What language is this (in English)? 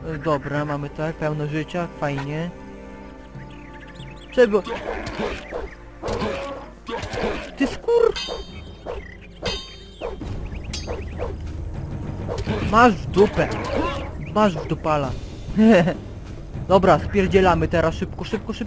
Polish